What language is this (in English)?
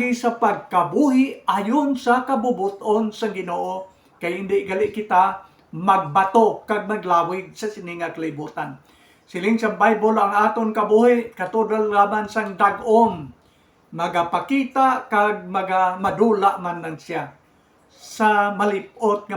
Hiligaynon